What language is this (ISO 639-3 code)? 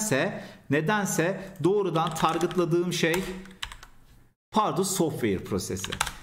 tur